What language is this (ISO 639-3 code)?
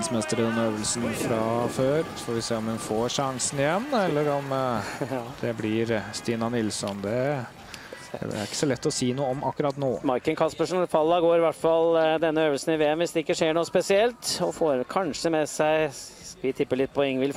nor